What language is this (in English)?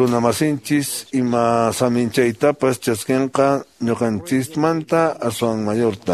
Quechua